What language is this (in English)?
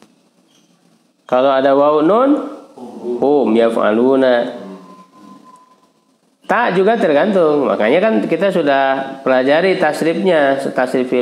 Indonesian